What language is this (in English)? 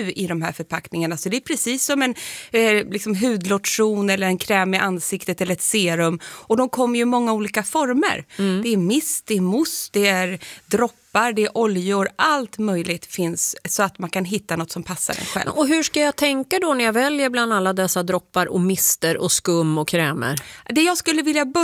Swedish